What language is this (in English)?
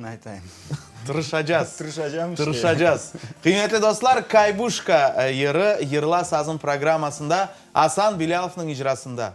Crimean Tatar